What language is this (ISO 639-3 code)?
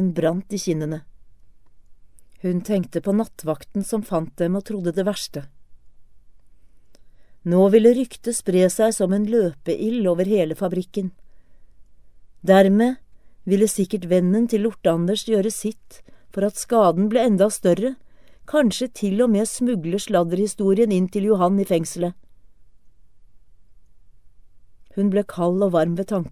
nor